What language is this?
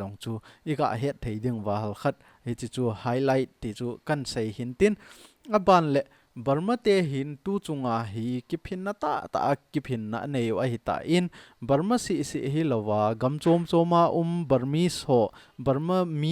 Thado Chin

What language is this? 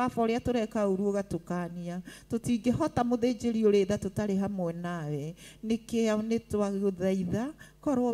Kikuyu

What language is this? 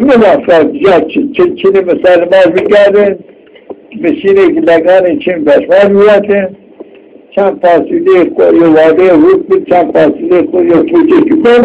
Zaza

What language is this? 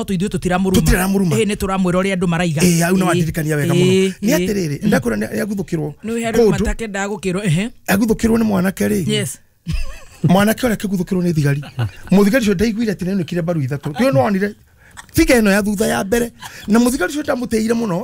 Kikuyu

